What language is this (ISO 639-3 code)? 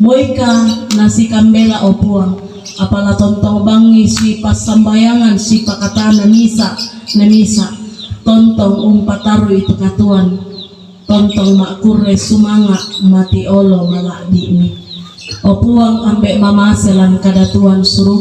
sda